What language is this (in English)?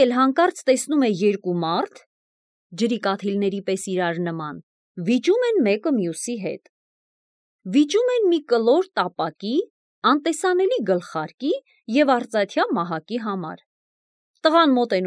Armenian